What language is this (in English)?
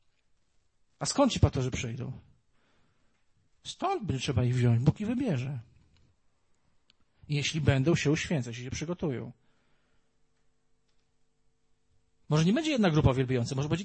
Polish